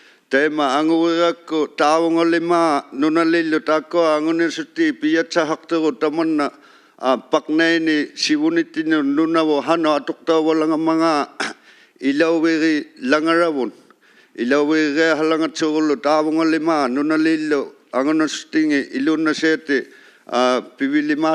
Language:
Inuktitut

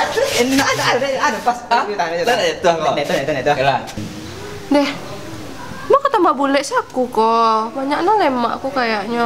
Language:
Minangkabau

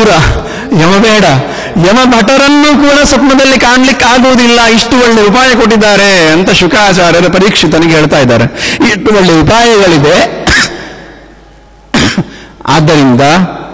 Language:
Kannada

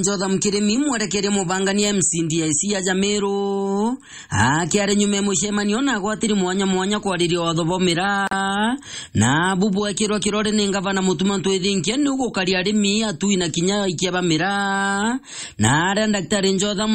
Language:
Meru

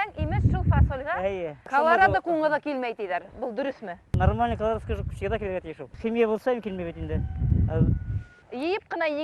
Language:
Bashkir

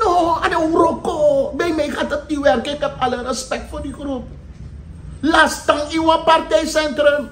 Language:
Sranan Tongo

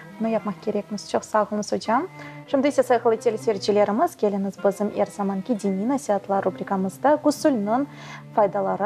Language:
Crimean Tatar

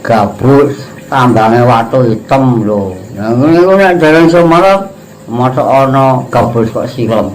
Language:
Javanese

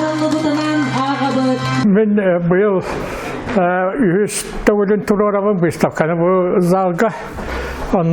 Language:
Yakut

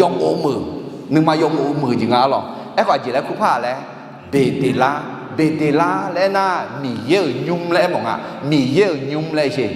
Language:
Akha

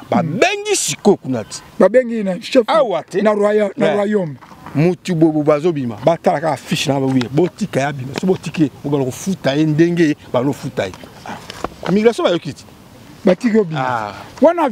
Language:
Lingala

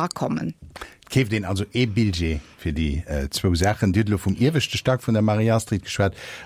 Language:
Luxembourgish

